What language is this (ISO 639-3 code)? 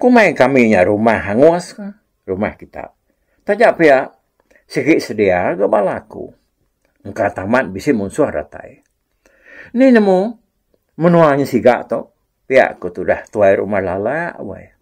iba